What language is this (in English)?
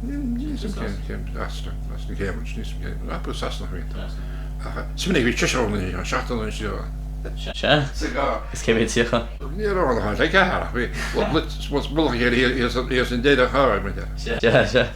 Irish